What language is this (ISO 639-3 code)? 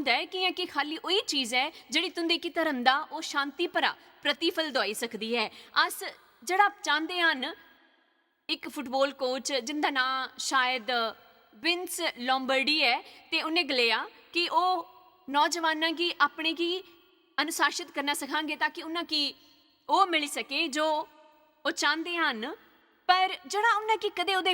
doi